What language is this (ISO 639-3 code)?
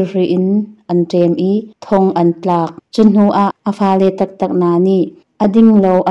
cnh